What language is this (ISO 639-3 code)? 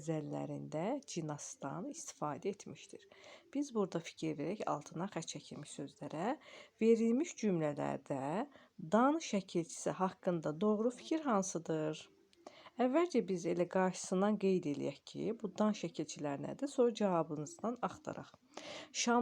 aze